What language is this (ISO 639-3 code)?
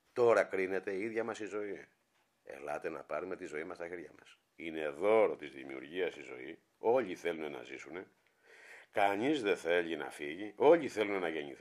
ell